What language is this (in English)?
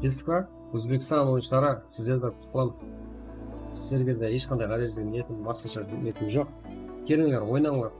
Kara-Kalpak